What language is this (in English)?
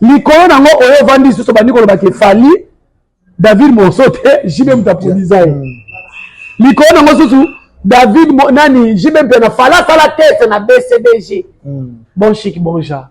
Lingala